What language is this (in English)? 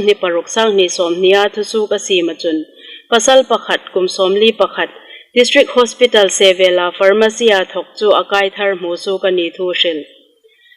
Hmar